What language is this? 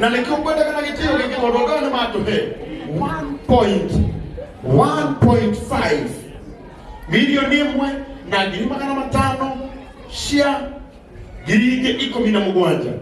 Kikuyu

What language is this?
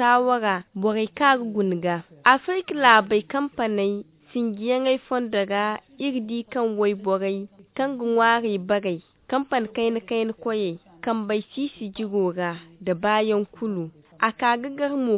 Zarma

